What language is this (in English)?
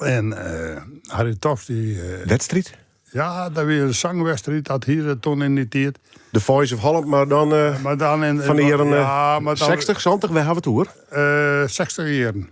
Western Frisian